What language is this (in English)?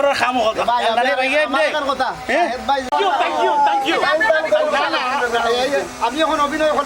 Sylheti